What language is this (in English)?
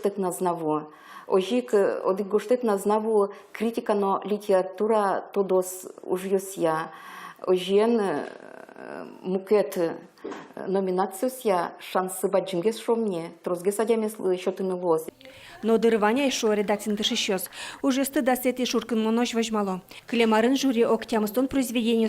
Udmurt